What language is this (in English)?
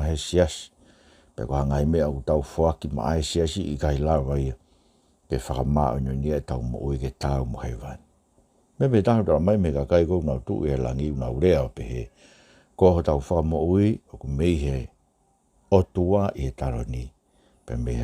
Tongan